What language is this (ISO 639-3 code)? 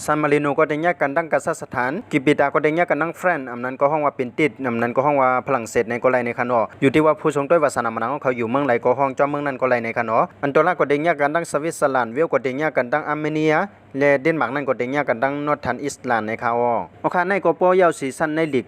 shn